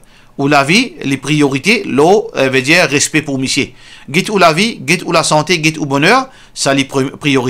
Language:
Morisyen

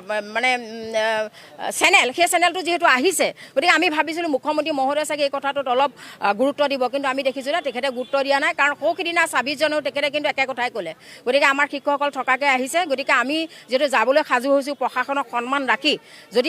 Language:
Assamese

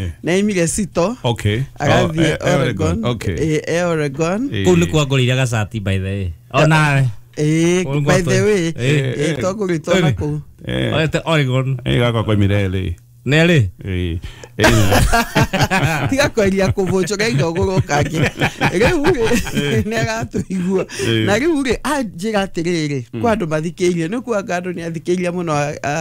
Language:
Kikuyu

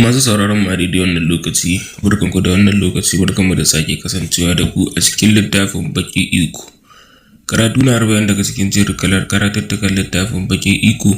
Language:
Hausa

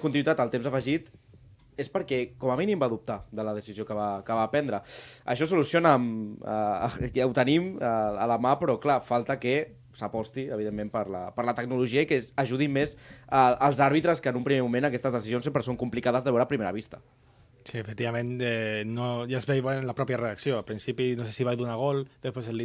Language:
Catalan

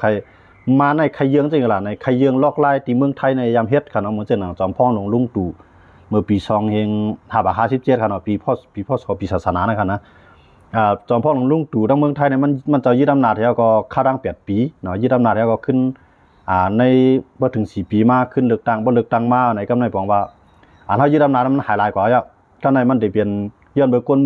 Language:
Shan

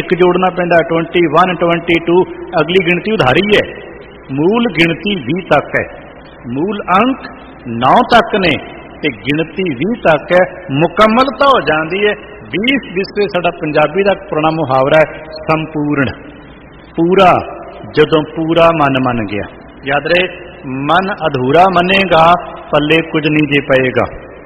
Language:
Punjabi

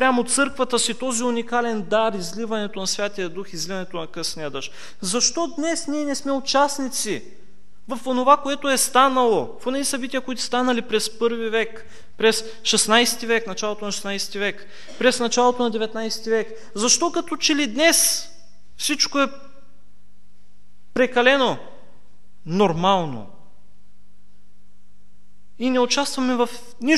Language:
Bulgarian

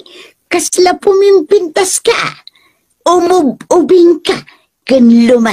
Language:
Iloko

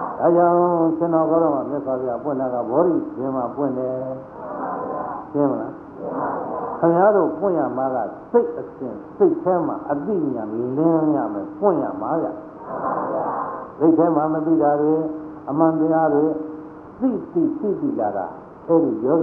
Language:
Burmese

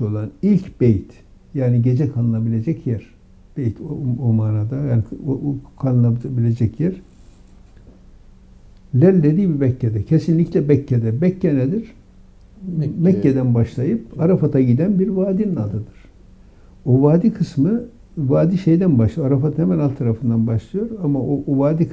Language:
Turkish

